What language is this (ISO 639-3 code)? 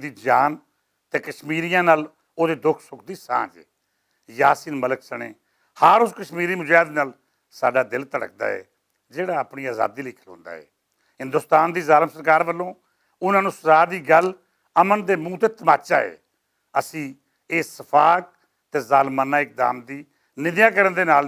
lah